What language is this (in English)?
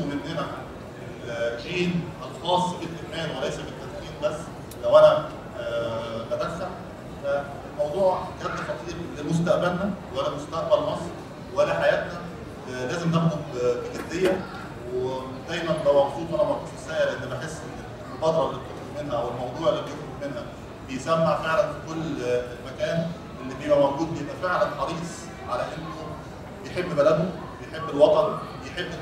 Egyptian Arabic